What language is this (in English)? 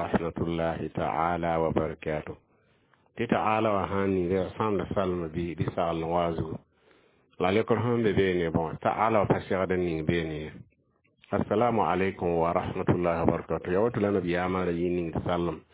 Mossi